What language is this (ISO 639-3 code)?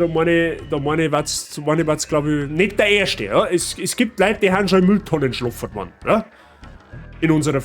bar